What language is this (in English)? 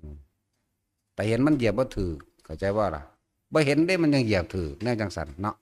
Northeastern Thai